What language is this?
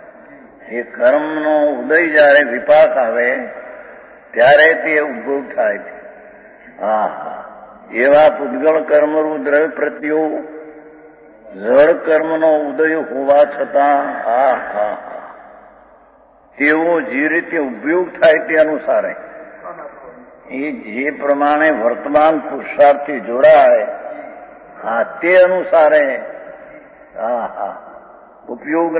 Gujarati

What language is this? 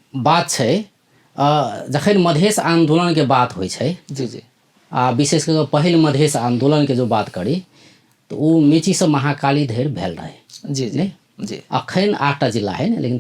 Maithili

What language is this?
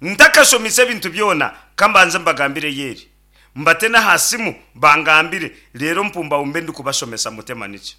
Nyankole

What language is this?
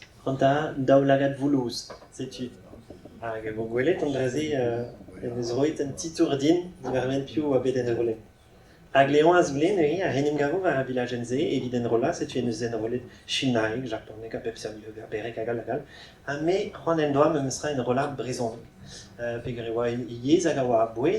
Breton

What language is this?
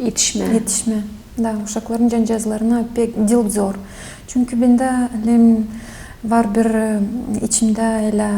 Gagauz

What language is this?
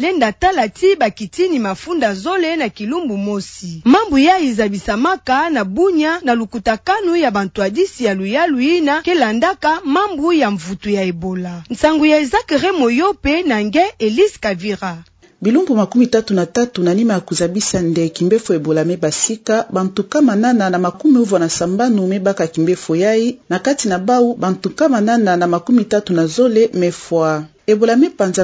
Kituba (Democratic Republic of Congo)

